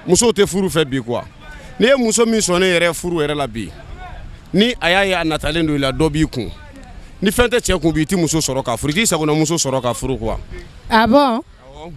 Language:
Bambara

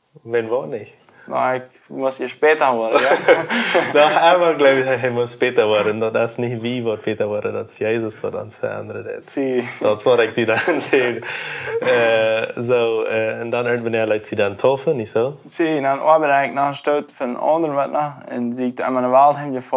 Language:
Plautdietsch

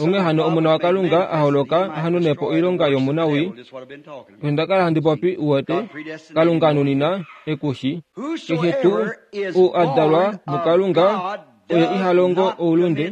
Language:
Kuanyama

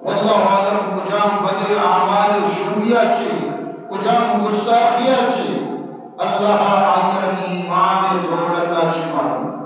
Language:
Eastern Balochi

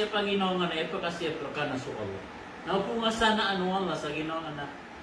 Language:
Maranao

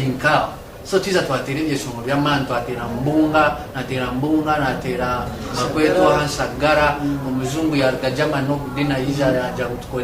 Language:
Nyankole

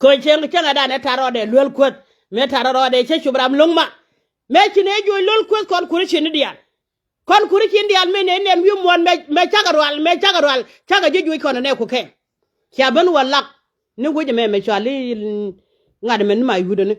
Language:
Nuer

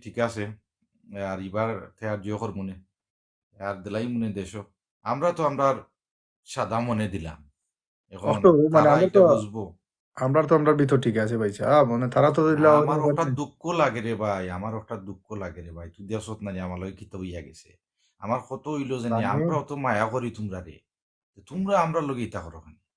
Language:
Sylheti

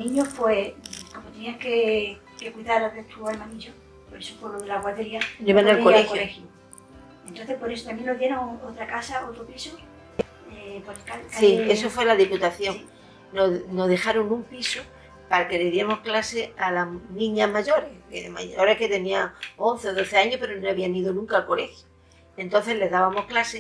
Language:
Spanish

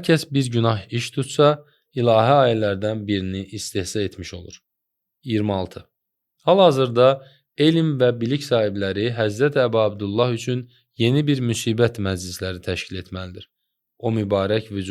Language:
Azerbaijani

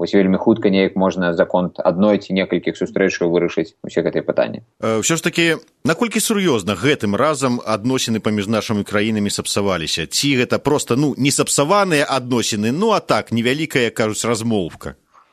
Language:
Belarusian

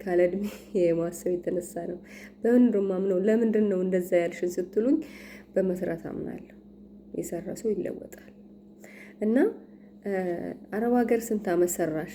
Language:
Amharic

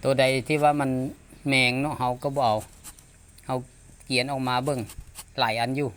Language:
Lao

